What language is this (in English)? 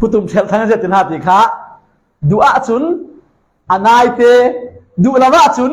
Falam Chin